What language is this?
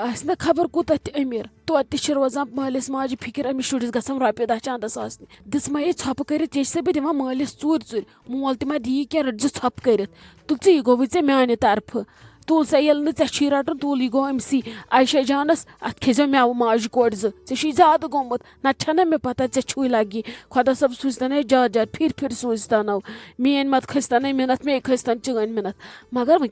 Kashmiri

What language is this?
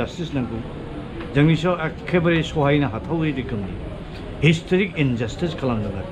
Bodo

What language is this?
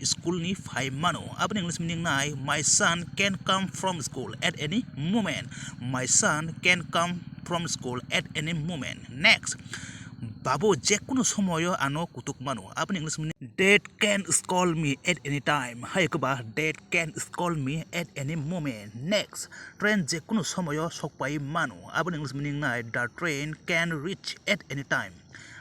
Kok Borok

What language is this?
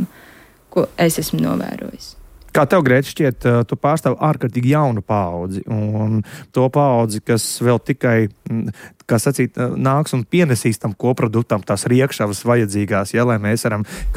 Latvian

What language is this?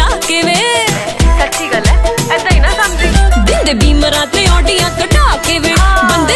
Punjabi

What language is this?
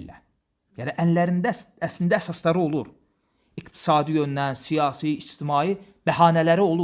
Azerbaijani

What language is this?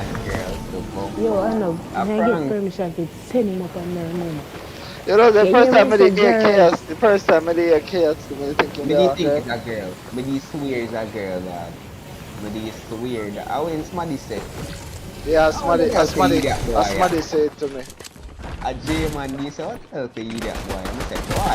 Jamaican Creole English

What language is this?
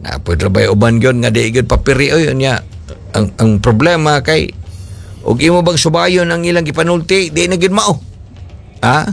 Cebuano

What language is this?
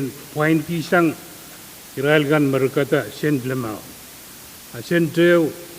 Pohnpeian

